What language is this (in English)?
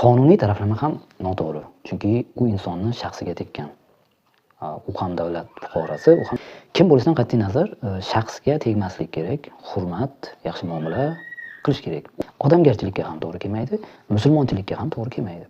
Uzbek